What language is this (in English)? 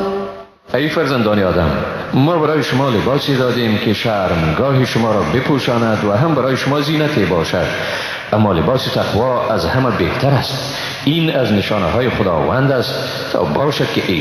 Persian